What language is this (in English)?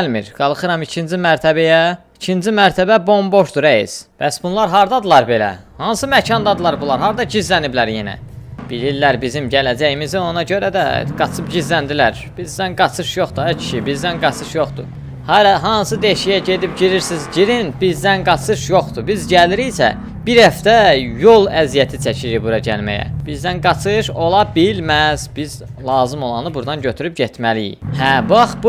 Azerbaijani